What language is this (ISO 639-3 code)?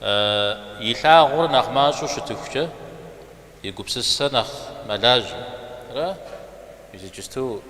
kbd